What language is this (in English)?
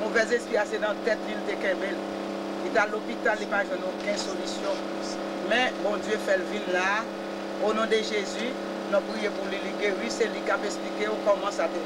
Haitian Creole